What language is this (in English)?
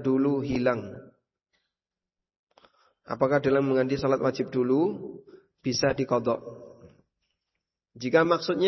Indonesian